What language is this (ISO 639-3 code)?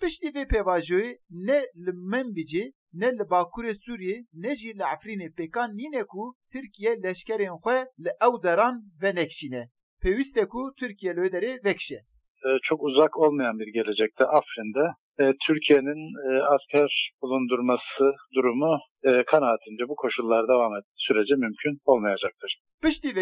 kur